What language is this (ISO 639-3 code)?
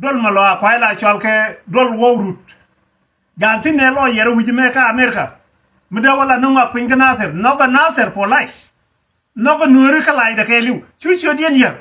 nus